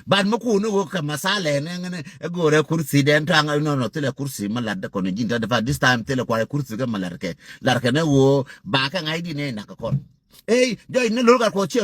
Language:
Nuer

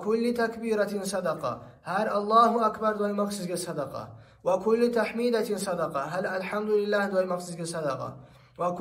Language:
Kumyk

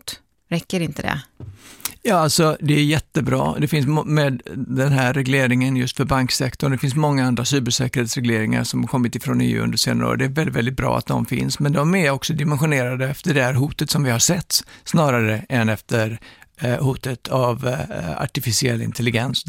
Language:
Swedish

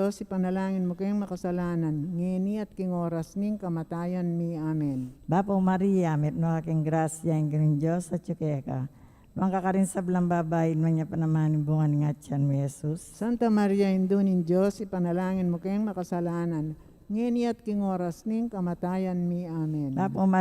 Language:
Pampanga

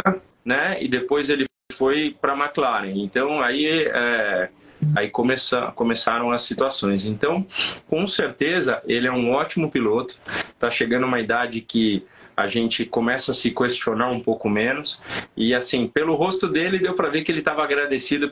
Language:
Portuguese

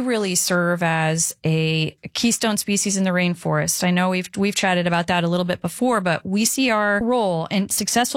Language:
English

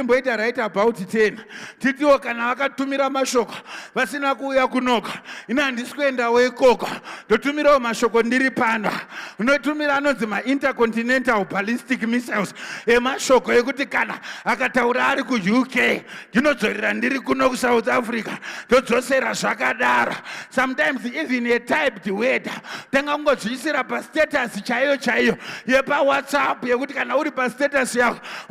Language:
Shona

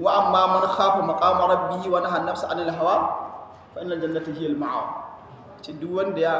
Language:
Hausa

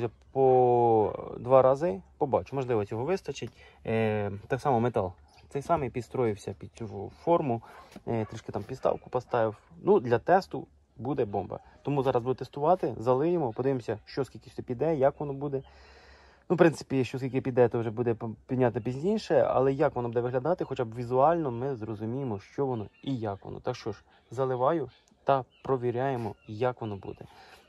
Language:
Ukrainian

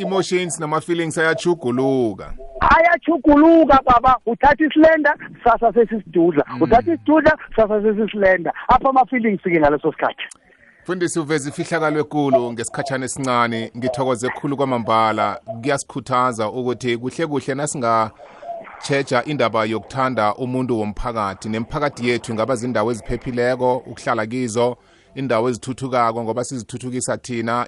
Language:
South Ndebele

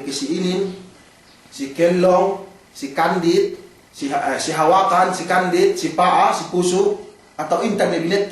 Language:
Yakan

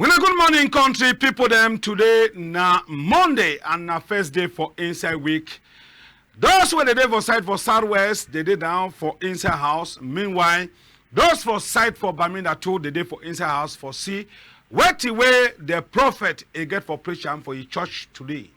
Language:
Cameroon Pidgin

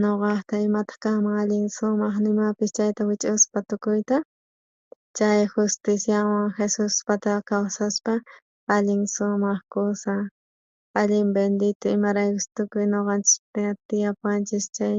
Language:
South Bolivian Quechua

